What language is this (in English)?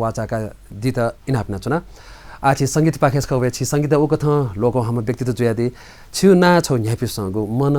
Newari